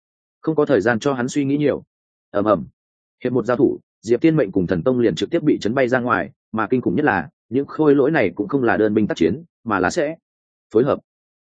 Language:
Vietnamese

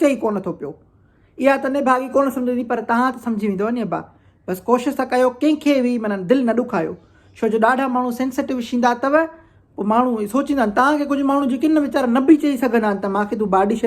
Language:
Sindhi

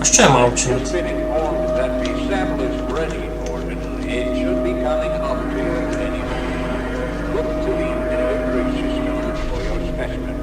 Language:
Rusyn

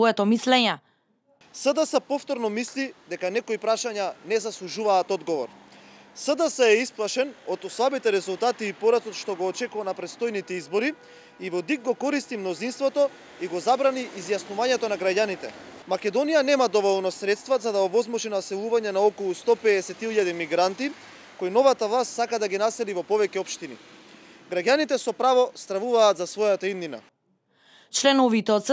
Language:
Macedonian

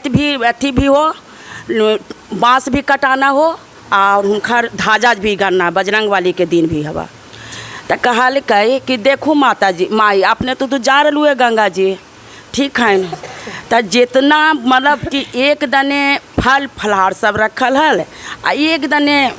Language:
Magahi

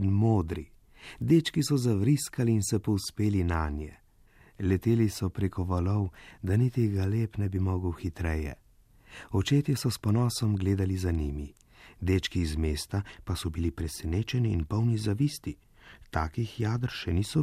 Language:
Slovenian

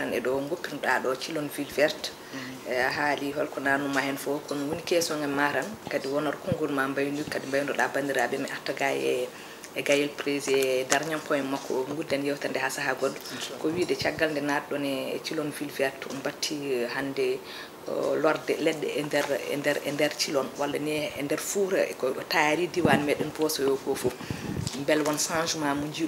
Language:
Fula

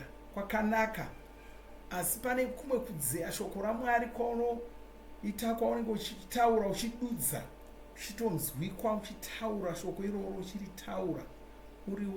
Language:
Shona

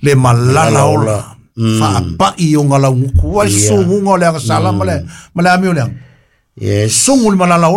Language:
Samoan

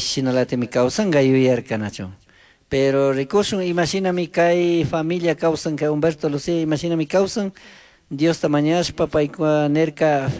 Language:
Chimborazo Highland Quichua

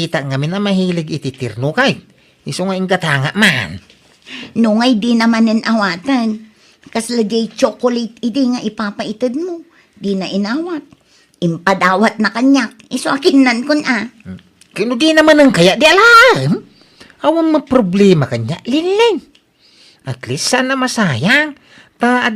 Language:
Iloko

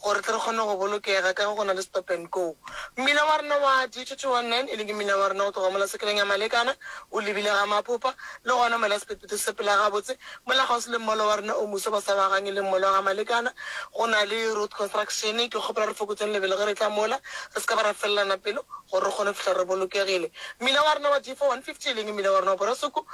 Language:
Northern Sotho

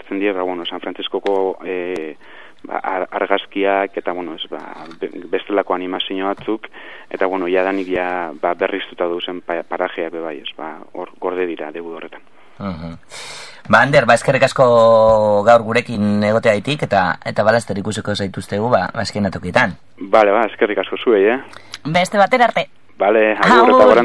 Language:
Basque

